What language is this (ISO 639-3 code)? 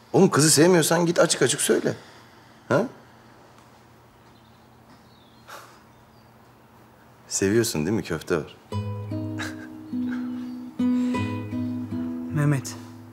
tur